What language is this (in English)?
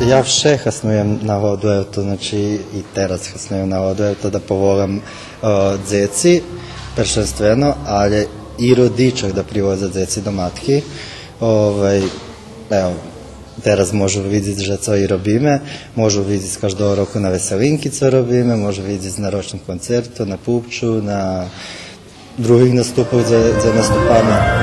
Rusyn